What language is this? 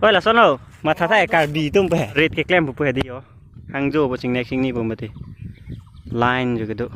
Karbi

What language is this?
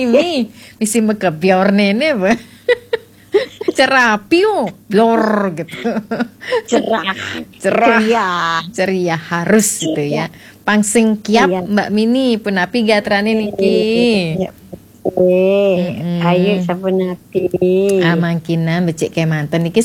Balinese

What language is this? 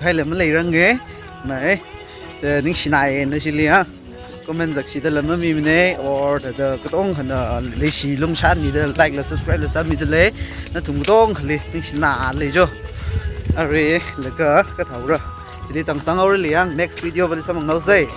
Tangkhul Naga (India)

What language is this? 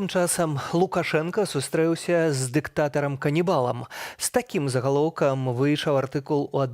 Belarusian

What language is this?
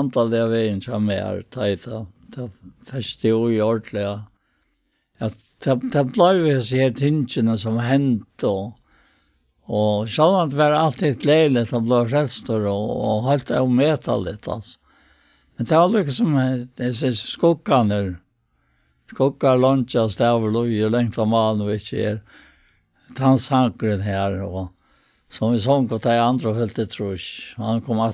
Faroese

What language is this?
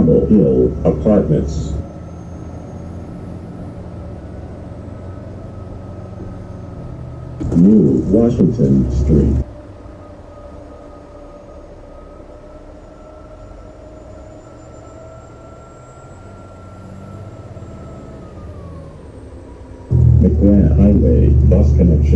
English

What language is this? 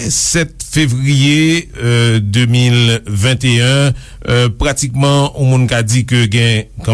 Haitian Creole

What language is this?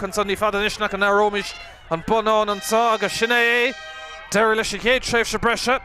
Irish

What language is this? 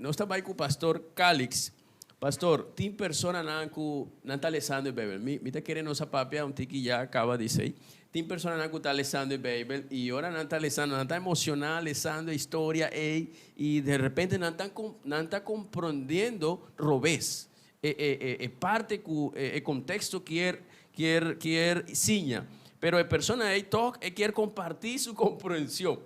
Papiamento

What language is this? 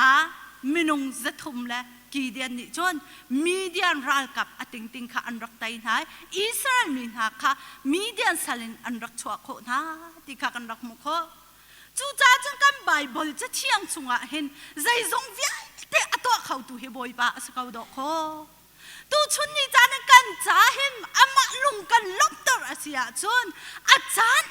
Hakha Chin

